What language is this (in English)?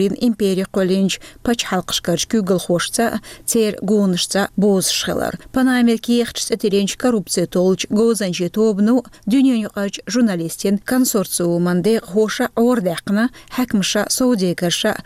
Chechen